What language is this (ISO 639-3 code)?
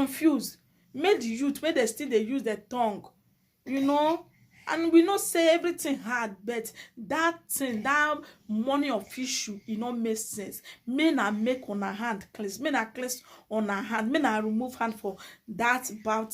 pcm